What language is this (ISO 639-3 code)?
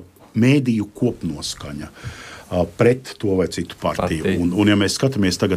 lav